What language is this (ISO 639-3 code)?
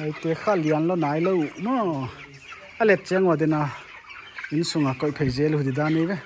pck